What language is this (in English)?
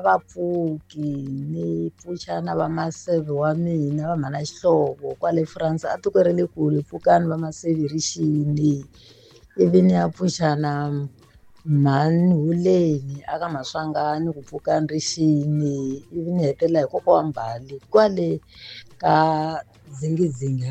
Tsonga